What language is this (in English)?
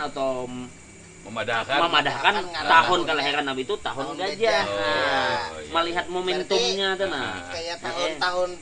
Banjar